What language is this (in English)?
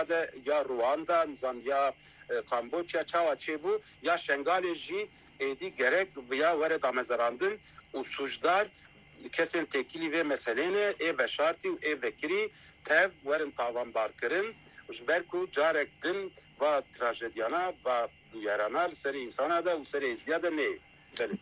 Kurdish